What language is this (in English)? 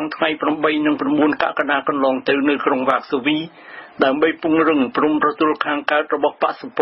Khmer